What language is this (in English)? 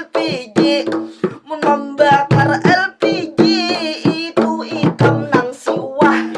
Banjar